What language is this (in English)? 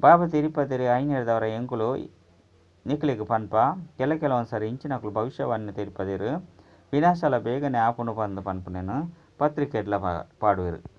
Tulu